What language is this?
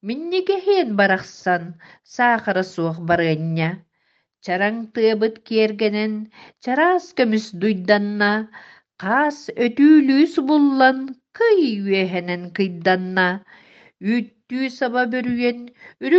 Yakut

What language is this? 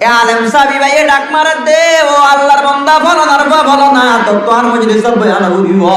Rohingya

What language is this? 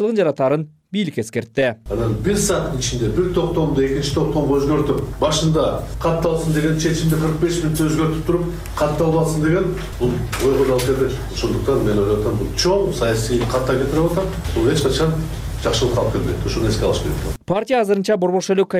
Kyrgyz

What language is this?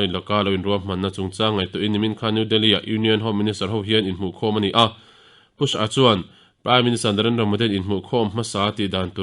Mizo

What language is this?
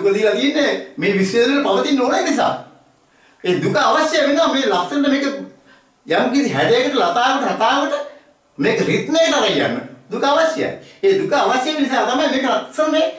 Sinhala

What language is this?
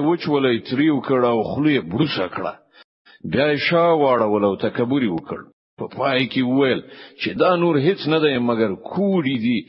Pashto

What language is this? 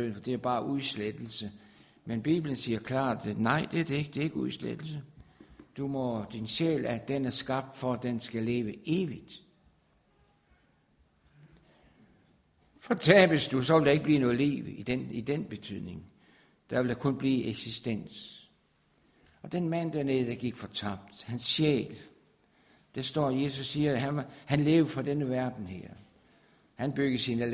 Danish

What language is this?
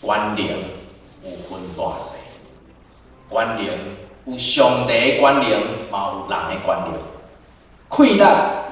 Min Nan Chinese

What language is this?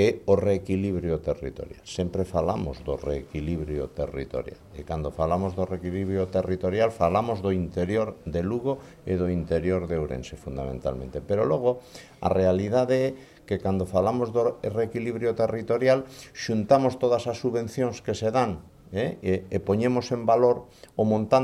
Galician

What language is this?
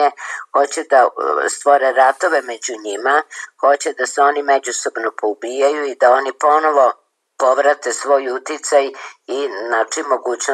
Serbian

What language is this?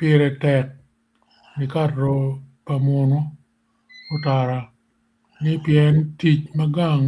Acoli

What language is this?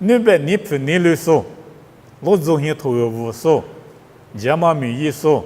Lisu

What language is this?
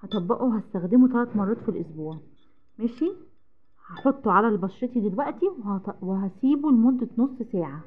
Egyptian Arabic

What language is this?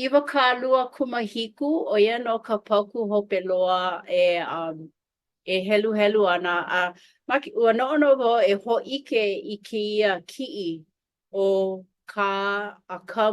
Hawaiian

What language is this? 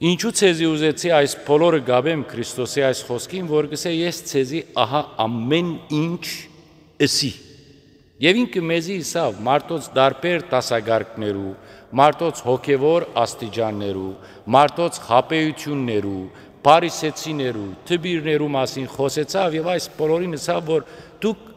Western Armenian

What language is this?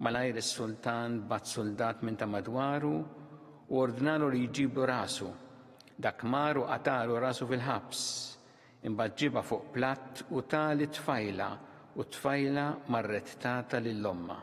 Maltese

